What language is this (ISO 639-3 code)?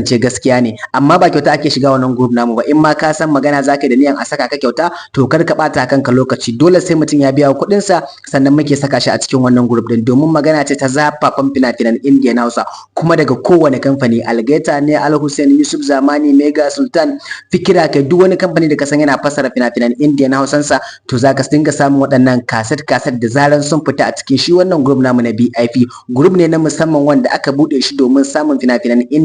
hau